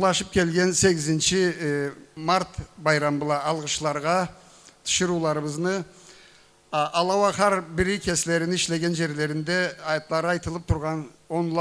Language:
Karachay-Balkar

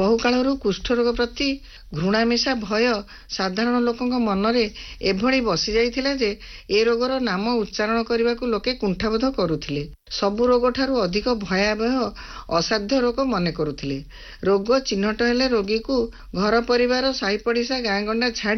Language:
Odia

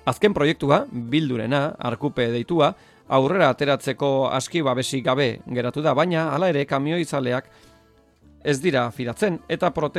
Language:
Basque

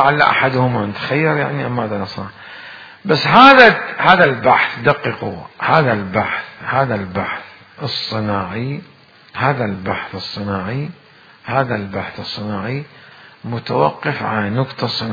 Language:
Mesopotamian Arabic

